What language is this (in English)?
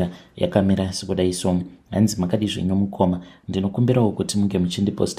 Shona